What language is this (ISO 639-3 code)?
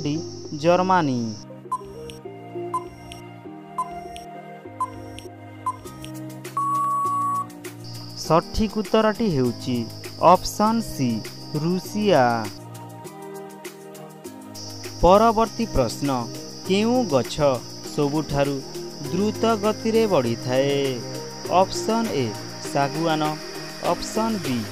ori